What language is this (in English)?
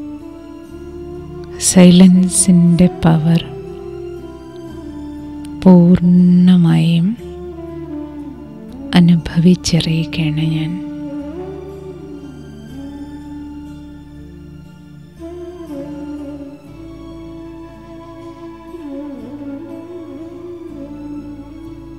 Malayalam